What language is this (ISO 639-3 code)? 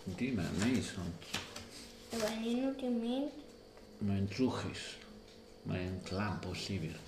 cym